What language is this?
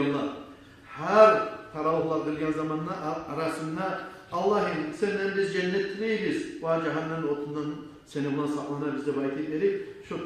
Kumyk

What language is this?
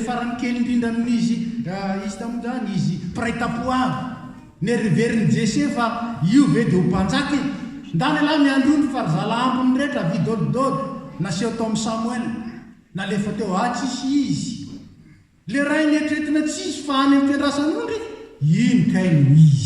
Malagasy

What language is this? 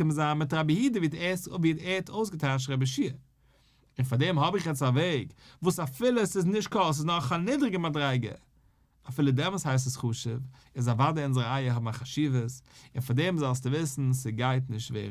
Yiddish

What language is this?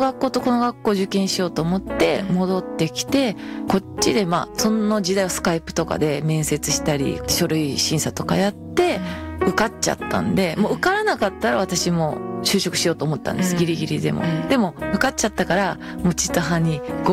Japanese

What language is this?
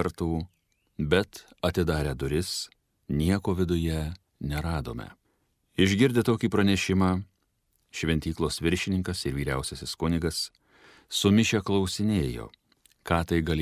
Lithuanian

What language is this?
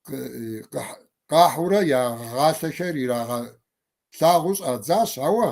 Kabardian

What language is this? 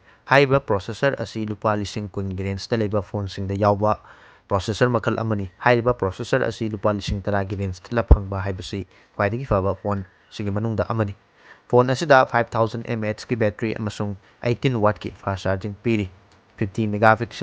Manipuri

